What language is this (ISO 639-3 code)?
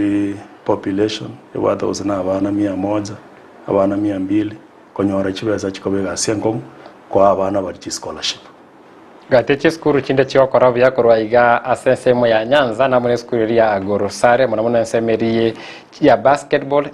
guz